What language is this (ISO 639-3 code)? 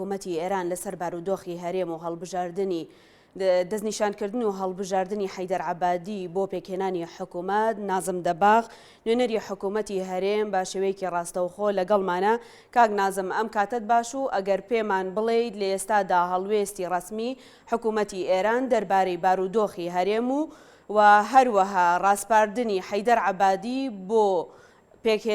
ckb